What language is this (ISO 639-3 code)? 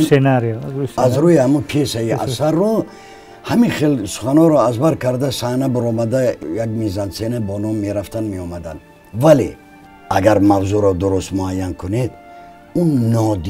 tgk